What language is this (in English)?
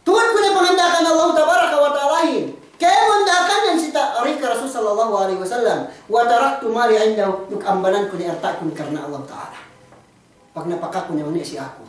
Yakan